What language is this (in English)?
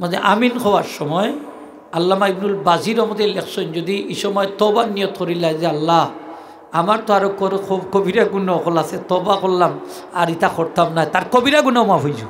Sylheti